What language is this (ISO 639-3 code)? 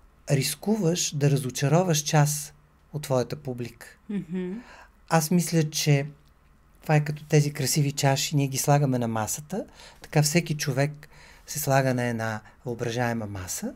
bul